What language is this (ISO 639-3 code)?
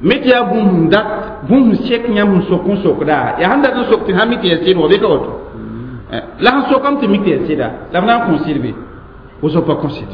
mos